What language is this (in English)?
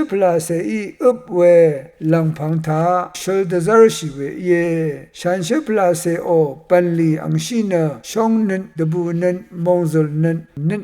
Rawang